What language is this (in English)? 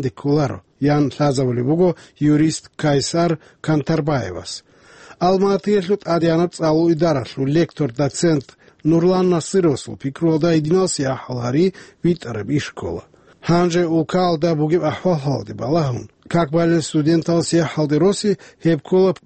Avaric